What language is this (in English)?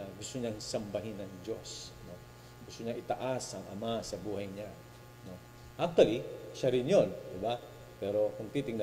Filipino